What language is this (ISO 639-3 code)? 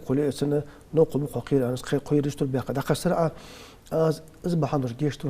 inh